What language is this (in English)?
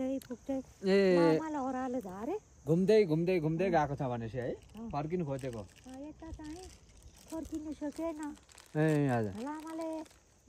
Nepali